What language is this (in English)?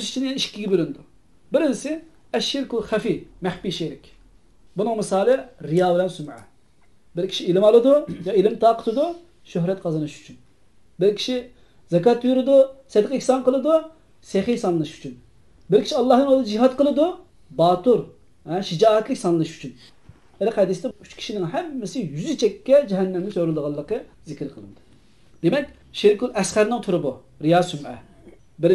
Uyghur